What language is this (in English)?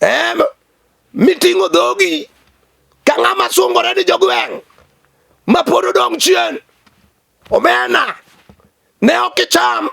Luo (Kenya and Tanzania)